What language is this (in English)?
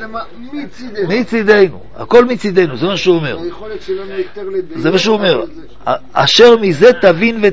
Hebrew